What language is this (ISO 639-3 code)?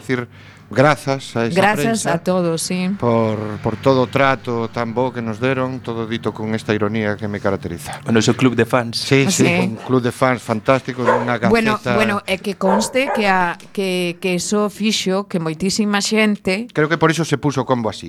glg